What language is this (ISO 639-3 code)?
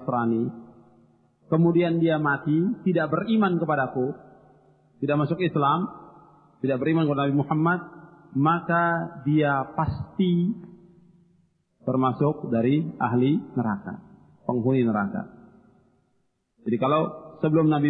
ind